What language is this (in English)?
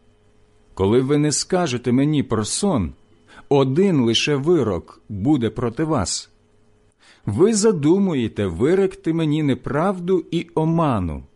Ukrainian